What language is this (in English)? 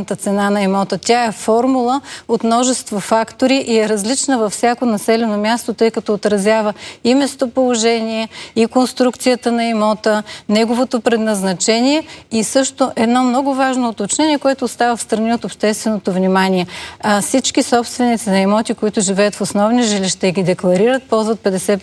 Bulgarian